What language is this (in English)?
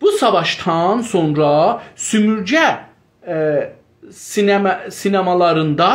South Azerbaijani